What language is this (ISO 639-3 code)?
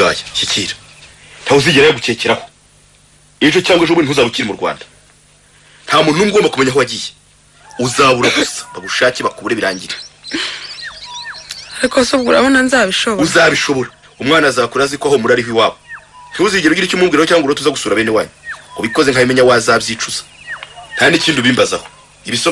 kin